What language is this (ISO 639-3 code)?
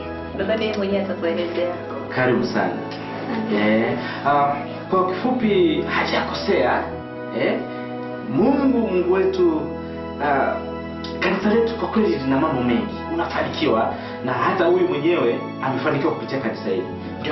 swa